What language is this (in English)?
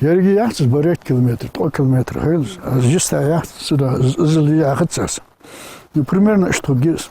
Ingush